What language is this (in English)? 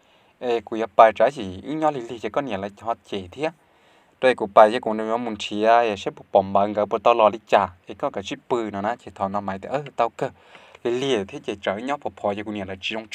Hmong